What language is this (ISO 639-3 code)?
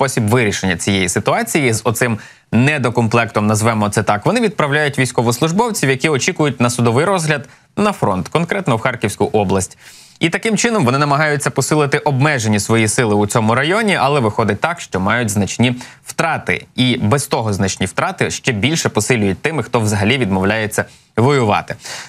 ukr